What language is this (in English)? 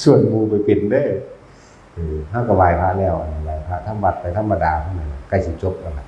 Northeastern Thai